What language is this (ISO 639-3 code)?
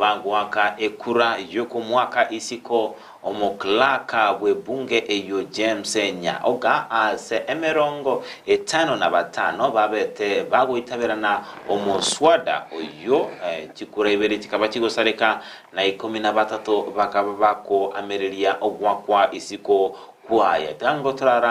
guz